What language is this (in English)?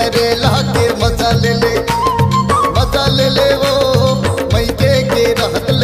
Bhojpuri